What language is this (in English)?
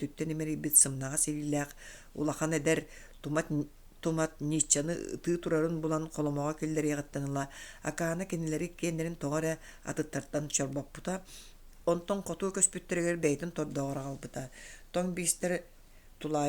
Yakut